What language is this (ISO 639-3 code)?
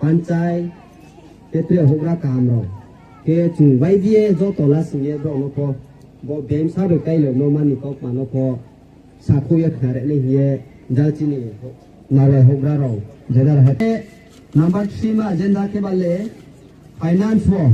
ria